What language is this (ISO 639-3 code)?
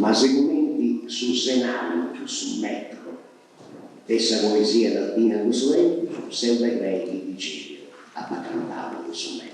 srd